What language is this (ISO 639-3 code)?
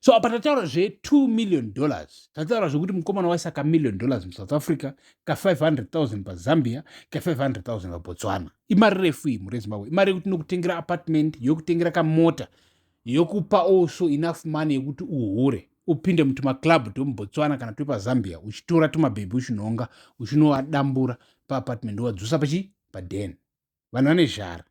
sna